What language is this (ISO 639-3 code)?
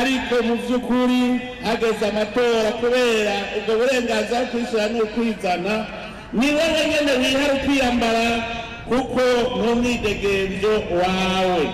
run